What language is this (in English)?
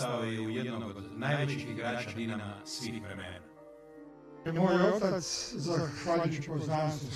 Croatian